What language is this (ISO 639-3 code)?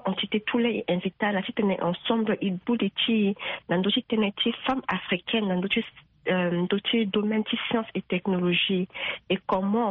sag